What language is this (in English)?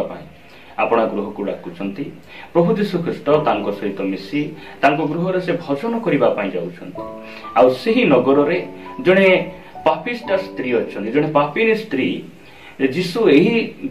Odia